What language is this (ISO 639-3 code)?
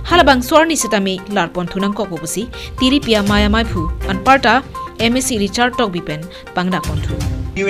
mjw